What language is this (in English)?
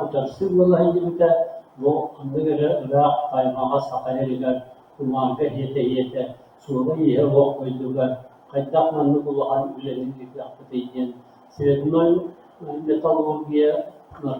Yakut